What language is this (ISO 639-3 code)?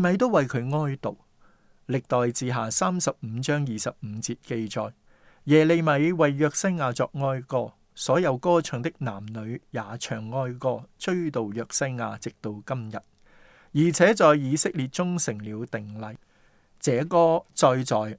yue